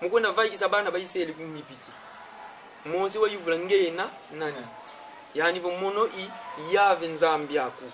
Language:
Kongo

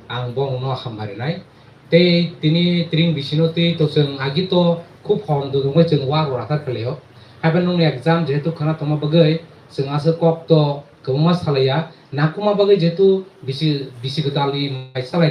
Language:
Kok Borok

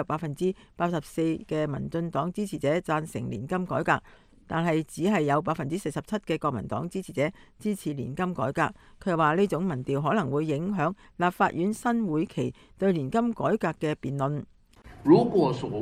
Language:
Cantonese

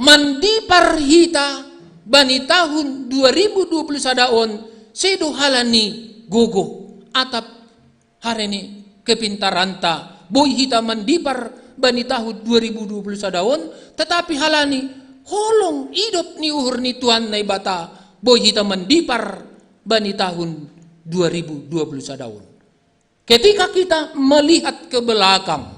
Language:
Batak Simalungun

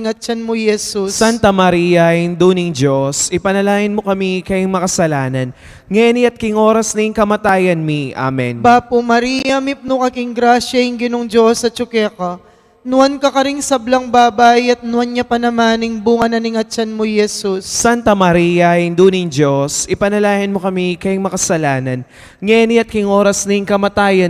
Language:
Pampanga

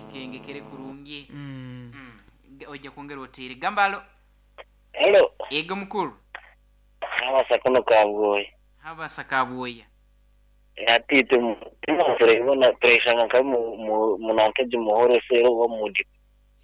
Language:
Nyankole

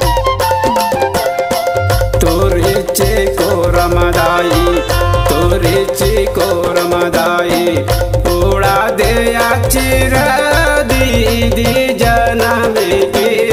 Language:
Chhattisgarhi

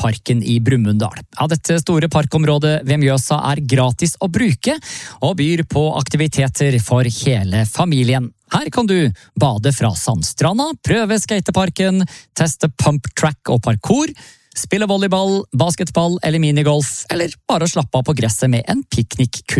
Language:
Norwegian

